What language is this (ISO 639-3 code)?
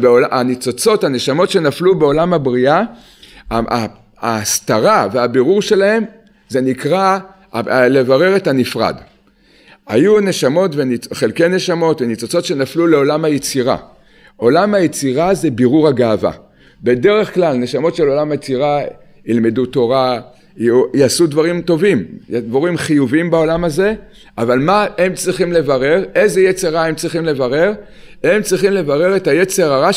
heb